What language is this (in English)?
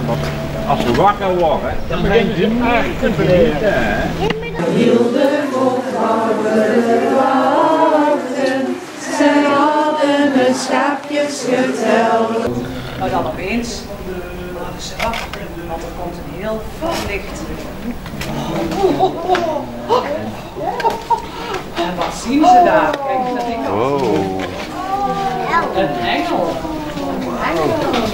Dutch